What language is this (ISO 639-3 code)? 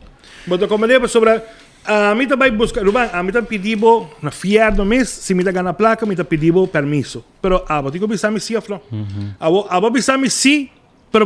pap